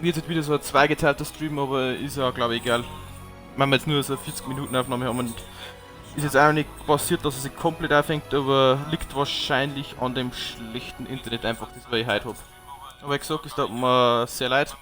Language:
Bavarian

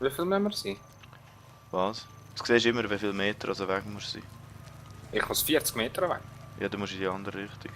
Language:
Swiss German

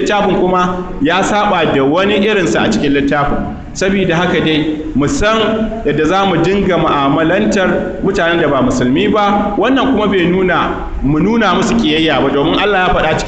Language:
Hausa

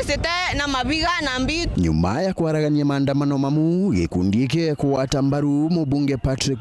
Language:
Meru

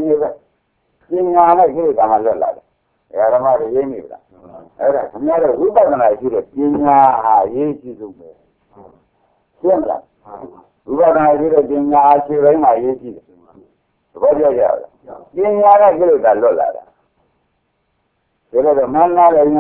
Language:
Burmese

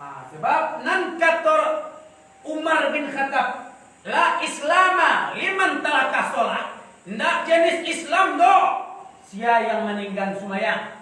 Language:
Minangkabau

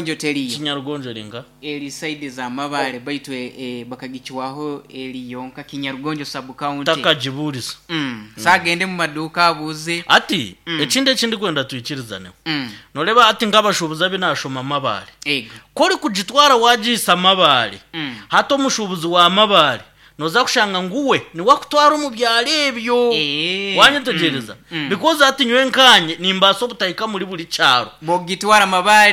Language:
Nyankole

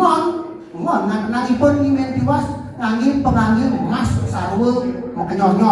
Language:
Balinese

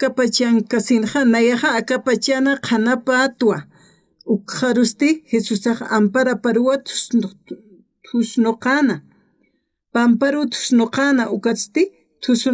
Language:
Aymara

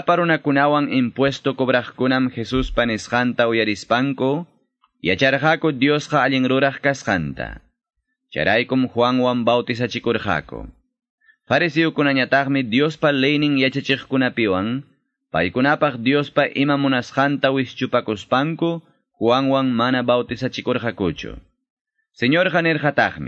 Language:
Quechua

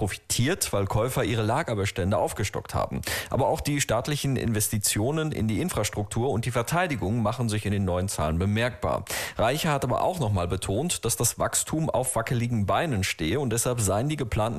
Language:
German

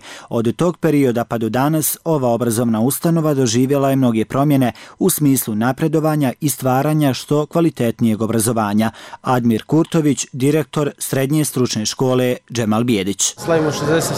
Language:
Bosnian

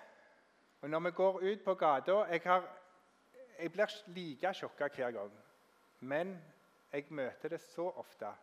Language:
Norwegian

